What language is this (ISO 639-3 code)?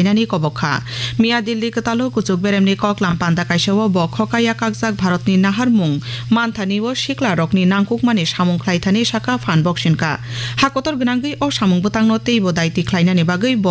trp